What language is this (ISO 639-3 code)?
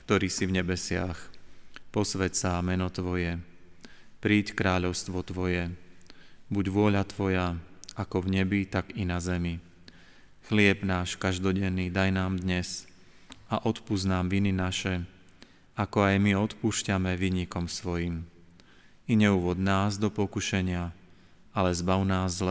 slk